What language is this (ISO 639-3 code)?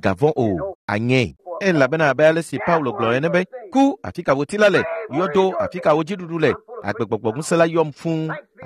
ewe